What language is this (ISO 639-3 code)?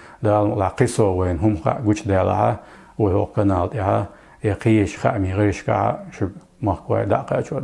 che